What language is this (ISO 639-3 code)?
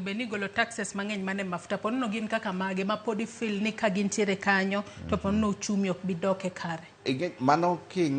luo